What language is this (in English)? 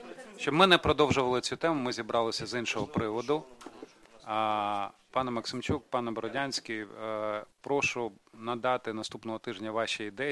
Ukrainian